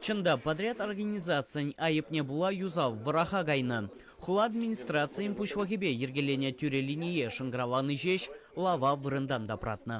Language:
Chuvash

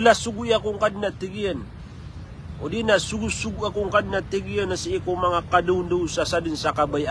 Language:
Maranao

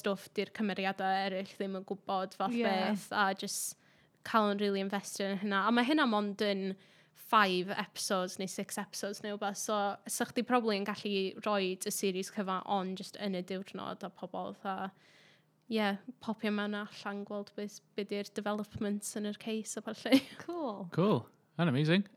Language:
Welsh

